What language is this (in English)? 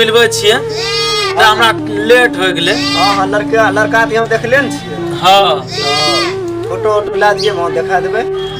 Maithili